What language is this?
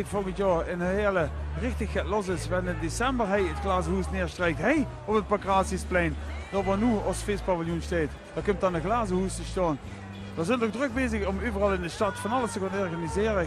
Limburgish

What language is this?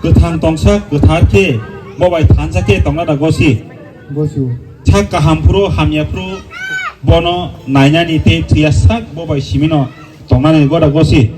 Kok Borok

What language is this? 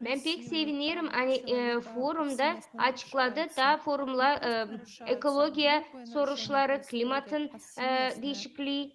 Gagauz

